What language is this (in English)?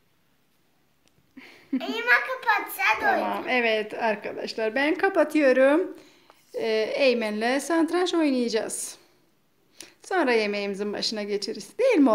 Turkish